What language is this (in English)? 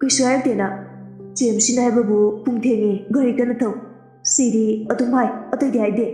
Manipuri